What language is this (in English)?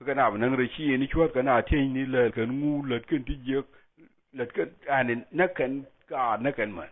Nuer